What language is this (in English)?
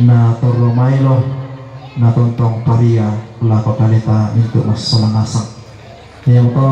Toraja-Sa'dan